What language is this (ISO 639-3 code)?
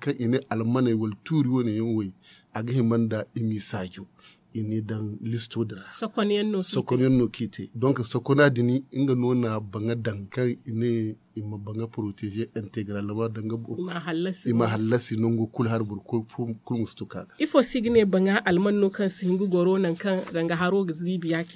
dje